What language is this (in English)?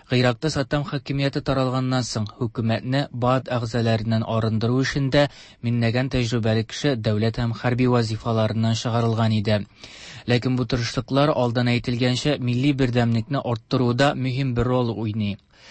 Tatar